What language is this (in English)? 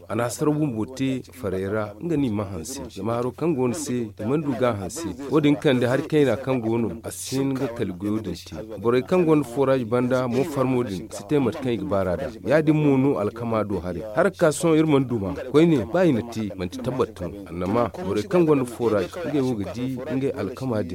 Zarma